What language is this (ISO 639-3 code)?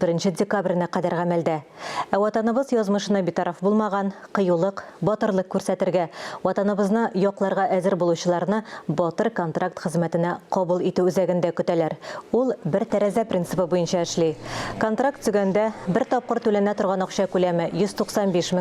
tat